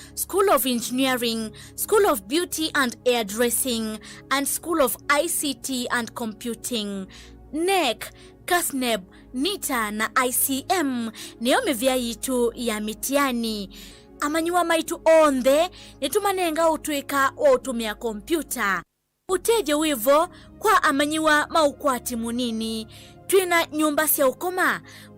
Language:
Kamba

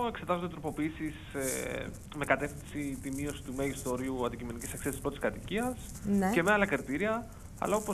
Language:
Greek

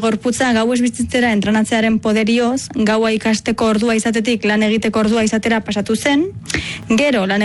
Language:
Basque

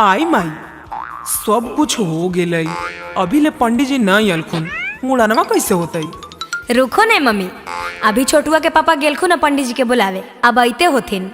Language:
Magahi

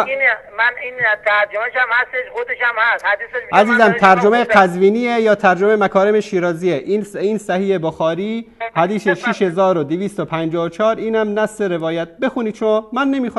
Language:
Persian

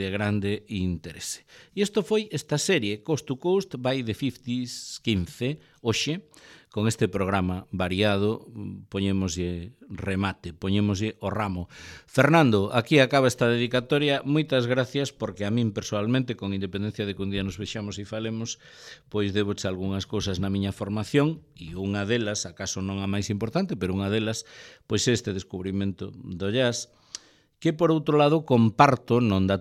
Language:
Galician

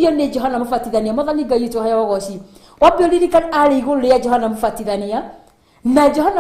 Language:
Kikuyu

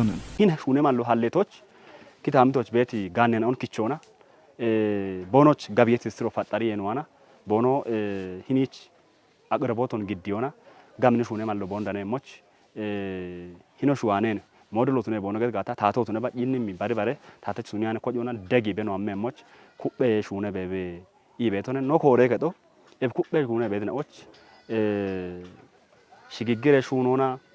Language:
Kafa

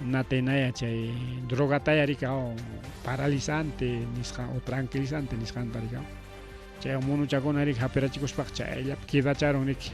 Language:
Ayacucho Quechua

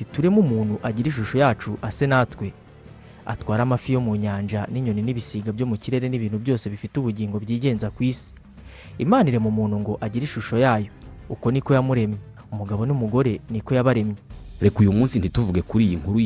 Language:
Kinyarwanda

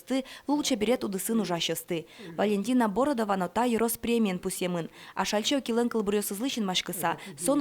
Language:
Udmurt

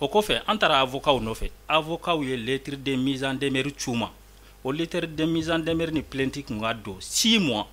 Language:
Bambara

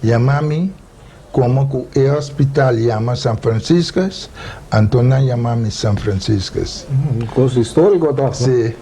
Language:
Papiamento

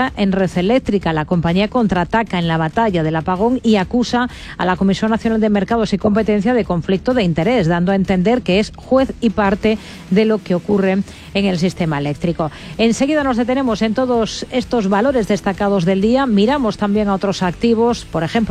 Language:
Spanish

